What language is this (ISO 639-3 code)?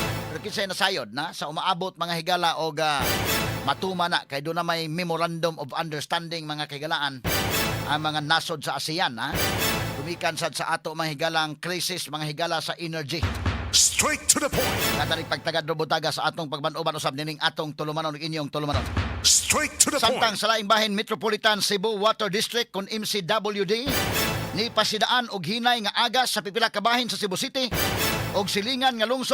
ceb